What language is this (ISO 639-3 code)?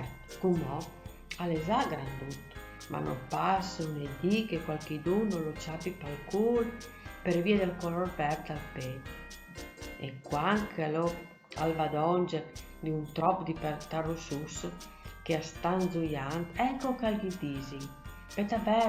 fur